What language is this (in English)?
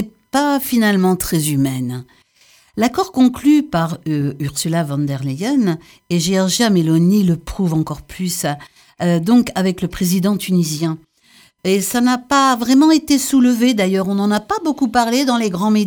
French